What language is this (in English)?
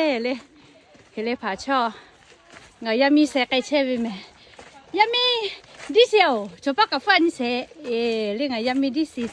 Lahu